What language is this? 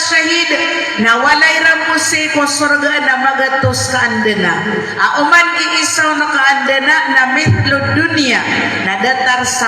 Maranao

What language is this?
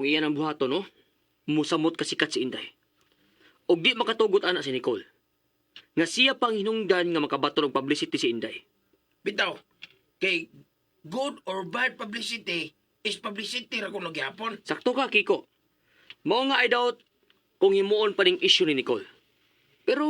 Cebuano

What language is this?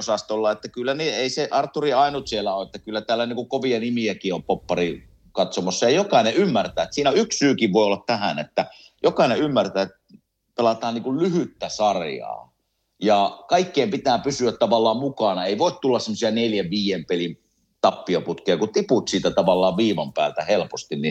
Finnish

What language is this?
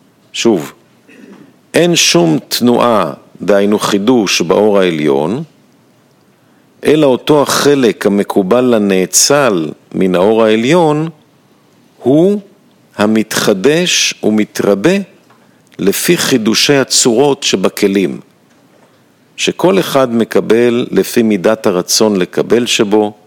Hebrew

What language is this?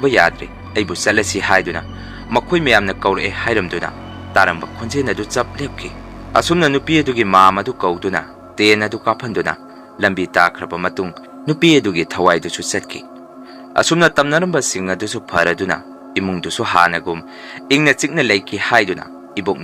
Manipuri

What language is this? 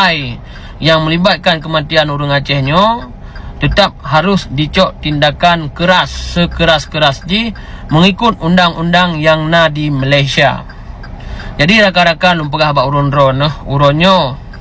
Achinese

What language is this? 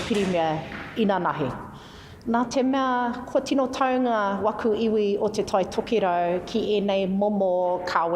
Māori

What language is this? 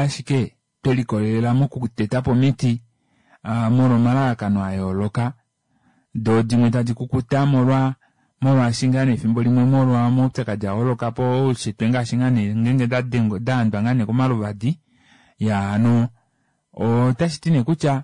Kuanyama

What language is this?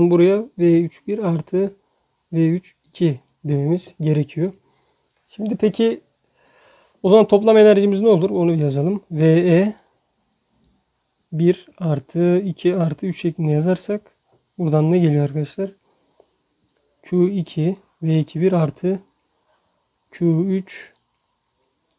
Turkish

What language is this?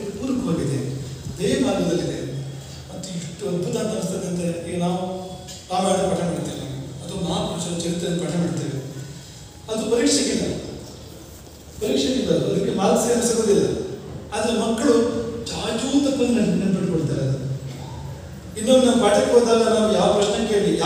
Kannada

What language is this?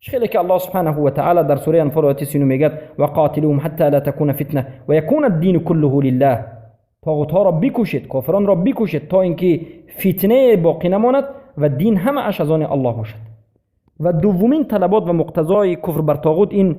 Persian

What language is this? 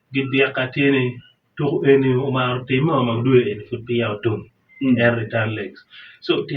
Acoli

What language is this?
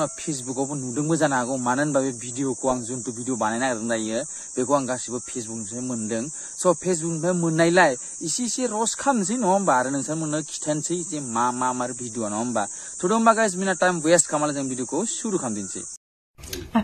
Bodo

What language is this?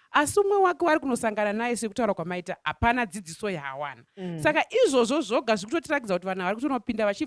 Shona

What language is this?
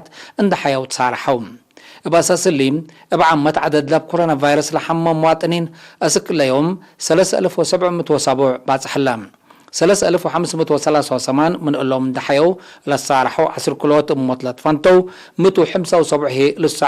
Tigre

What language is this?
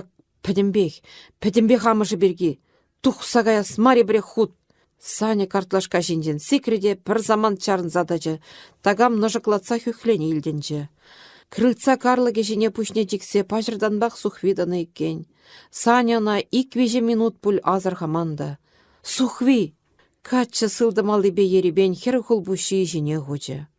Chuvash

